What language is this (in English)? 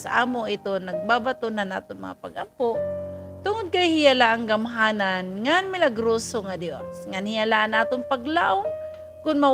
Waray